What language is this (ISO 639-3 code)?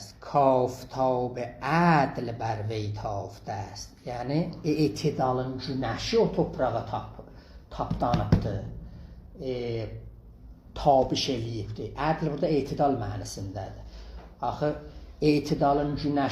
azb